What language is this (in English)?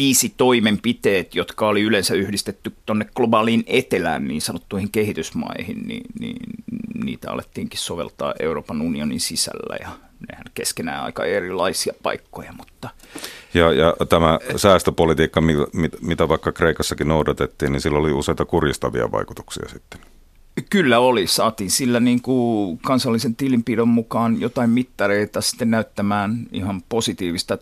Finnish